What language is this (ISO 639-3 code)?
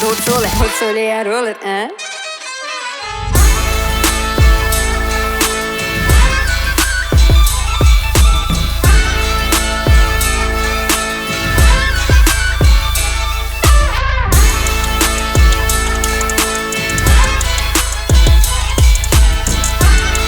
ukr